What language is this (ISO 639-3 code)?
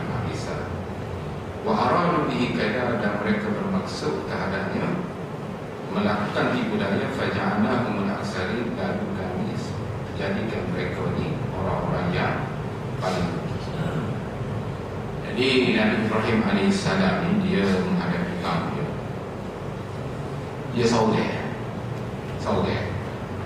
msa